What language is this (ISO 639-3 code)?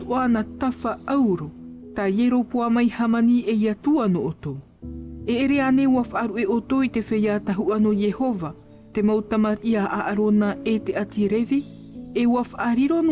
tah